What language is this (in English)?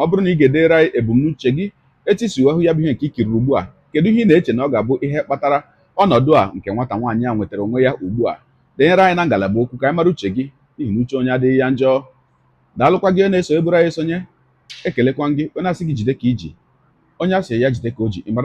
Igbo